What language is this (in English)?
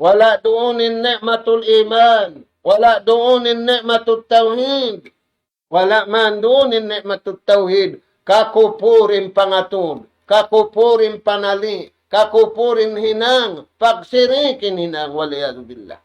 Tausug